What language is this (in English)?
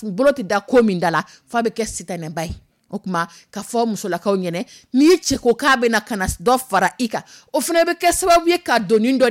Dyula